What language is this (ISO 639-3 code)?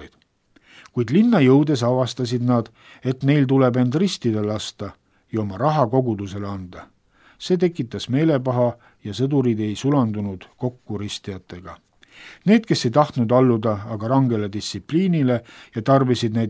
est